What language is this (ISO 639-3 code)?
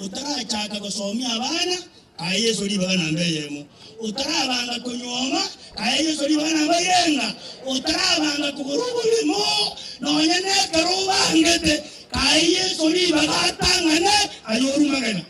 guz